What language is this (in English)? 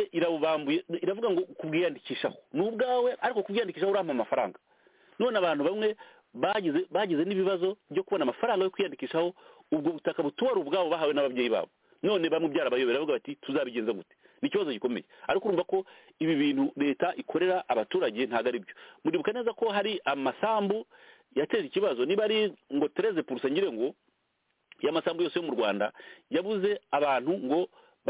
Kinyarwanda